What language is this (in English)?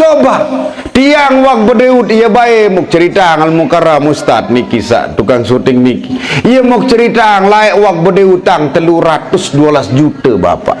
Sasak